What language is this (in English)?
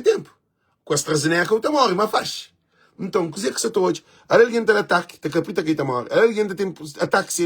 Kabuverdianu